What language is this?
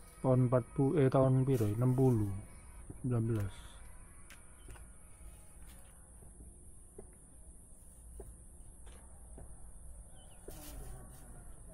Indonesian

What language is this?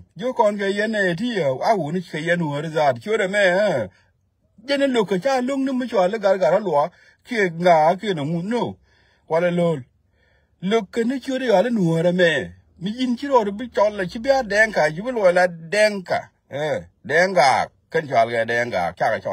Nuer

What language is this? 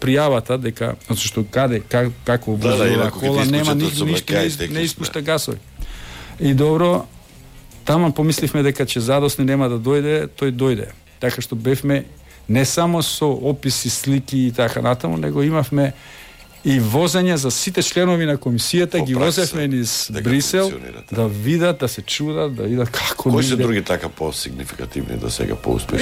Macedonian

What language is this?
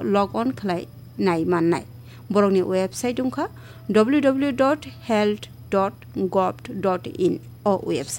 Kok Borok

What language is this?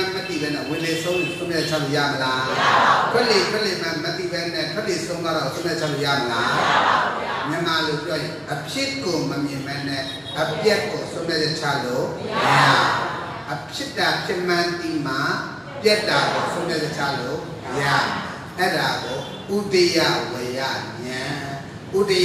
Burmese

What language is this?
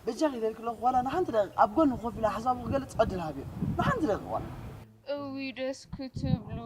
Tigrinya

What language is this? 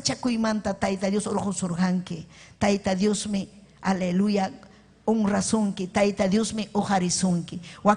Ayacucho Quechua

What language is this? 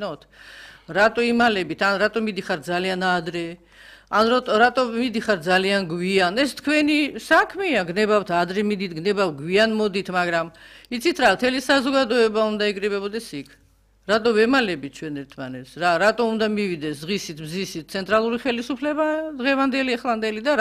Georgian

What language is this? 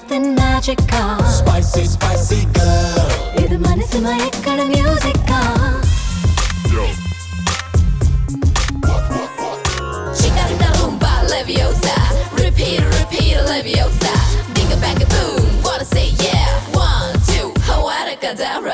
Malayalam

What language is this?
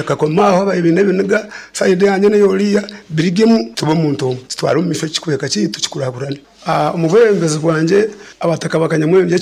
Nyoro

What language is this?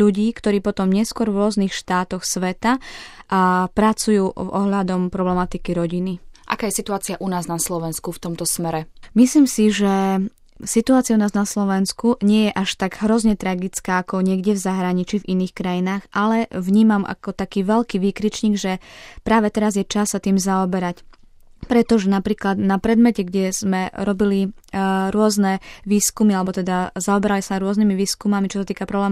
Slovak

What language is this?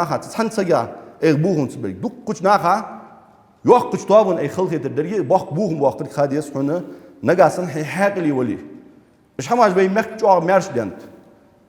Ingush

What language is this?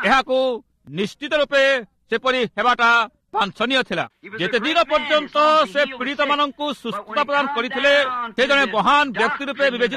Odia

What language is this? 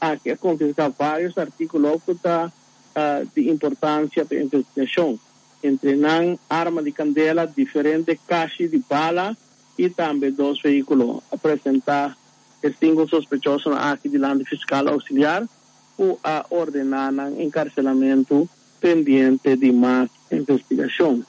Papiamento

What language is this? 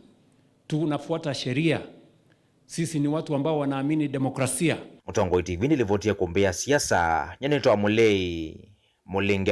Kamba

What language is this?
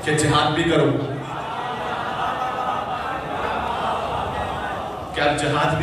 Urdu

